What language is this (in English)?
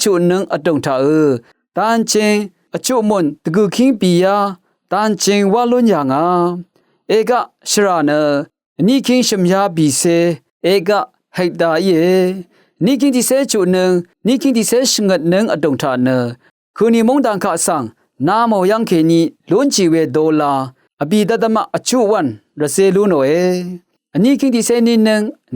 Rawang